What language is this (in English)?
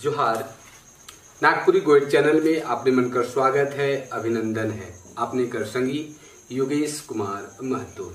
Sadri